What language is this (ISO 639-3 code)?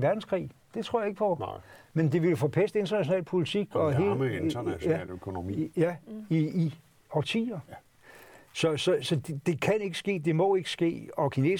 dan